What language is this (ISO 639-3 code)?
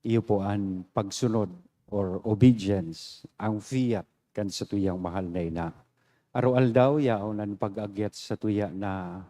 bik